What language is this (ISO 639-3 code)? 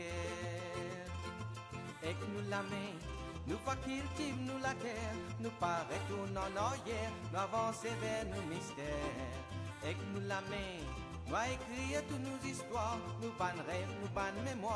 mfe